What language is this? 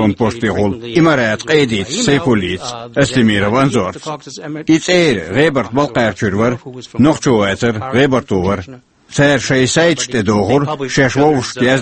Chechen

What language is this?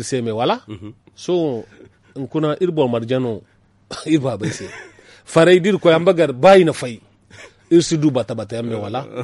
Zarma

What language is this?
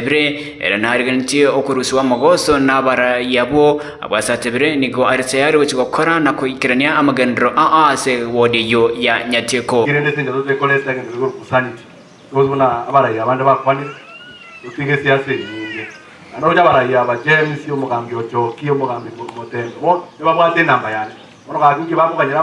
Gusii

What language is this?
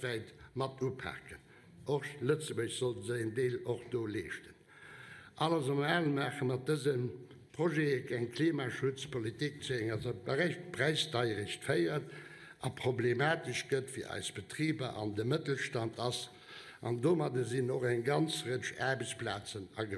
Luxembourgish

